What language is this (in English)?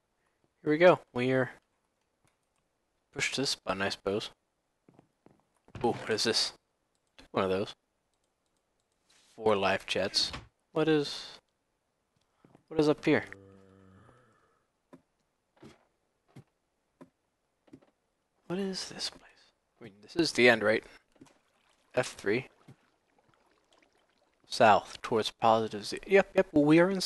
English